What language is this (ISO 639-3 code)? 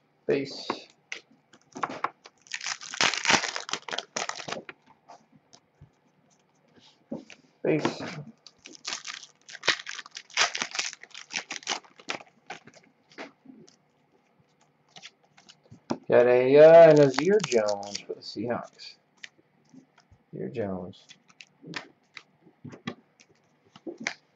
eng